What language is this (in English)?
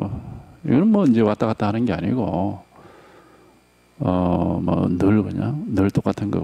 Korean